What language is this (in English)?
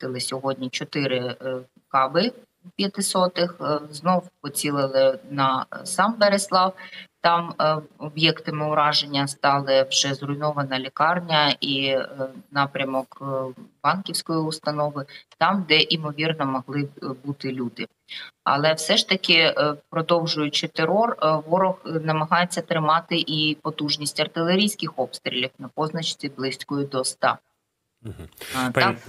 Ukrainian